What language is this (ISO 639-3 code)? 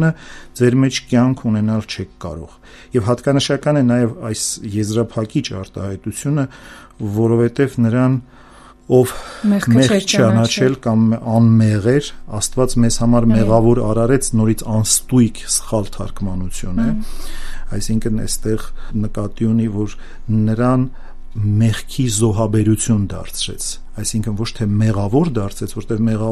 hye